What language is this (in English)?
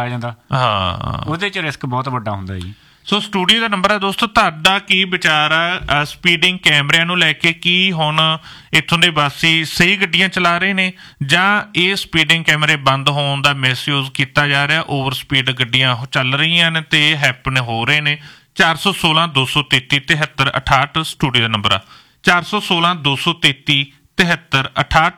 Punjabi